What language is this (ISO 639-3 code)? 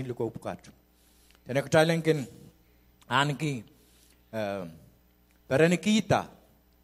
pon